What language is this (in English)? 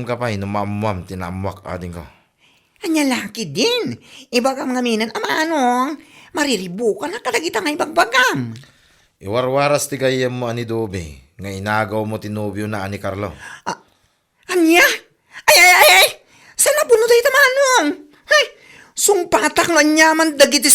Iloko